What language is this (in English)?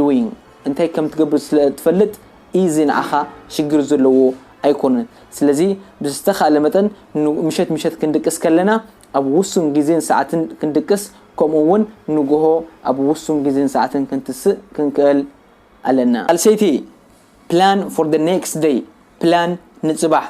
Tigrinya